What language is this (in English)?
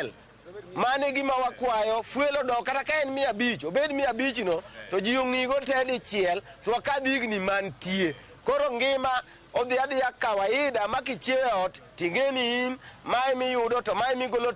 Luo (Kenya and Tanzania)